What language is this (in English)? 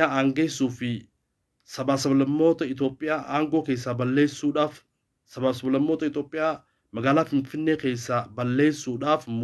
Oromo